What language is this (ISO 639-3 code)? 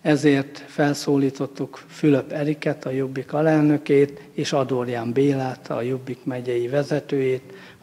hun